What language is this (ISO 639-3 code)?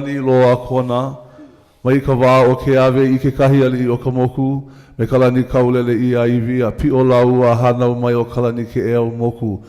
haw